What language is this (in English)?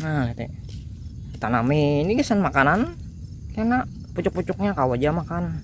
Banjar